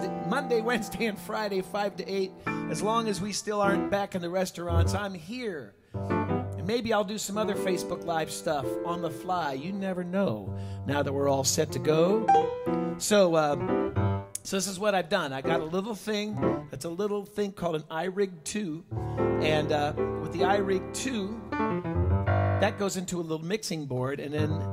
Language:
English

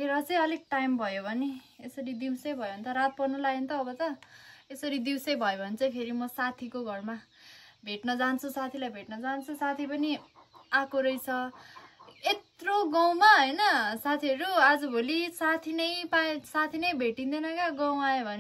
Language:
Nepali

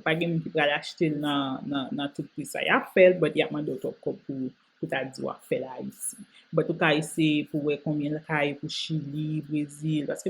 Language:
Haitian Creole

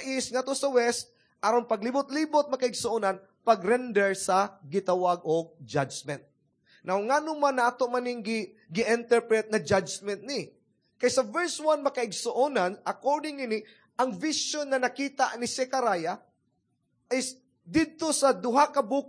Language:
Cebuano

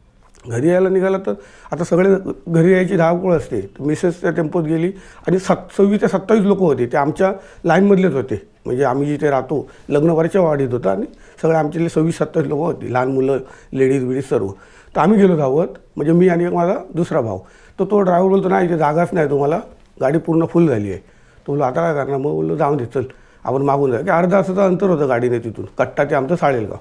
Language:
Marathi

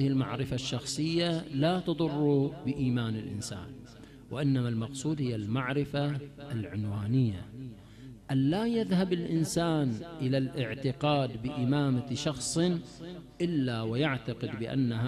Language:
Arabic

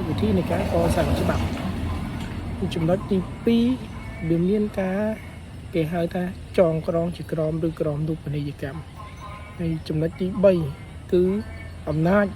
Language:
Khmer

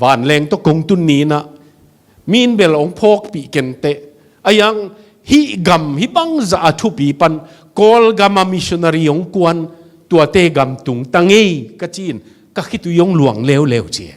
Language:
Tedim Chin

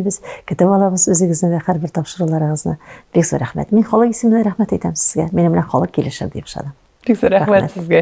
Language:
Tatar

